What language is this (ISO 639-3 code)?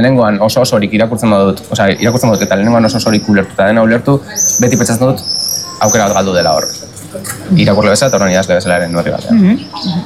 eus